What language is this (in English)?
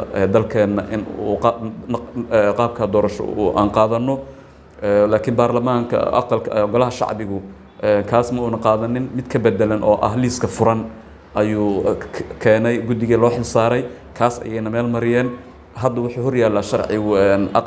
Somali